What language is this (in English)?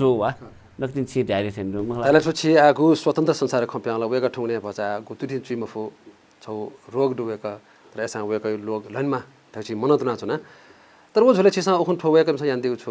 Newari